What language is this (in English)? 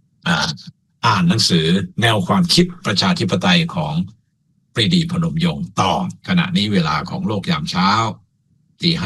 Thai